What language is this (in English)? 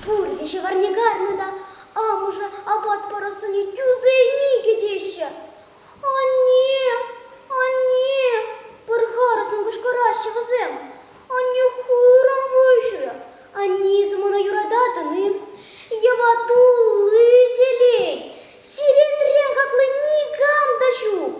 Chuvash